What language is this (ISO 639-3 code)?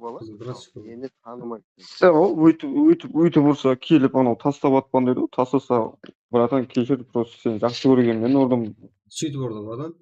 kaa